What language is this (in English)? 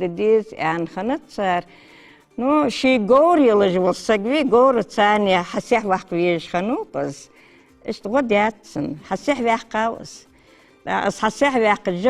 Ingush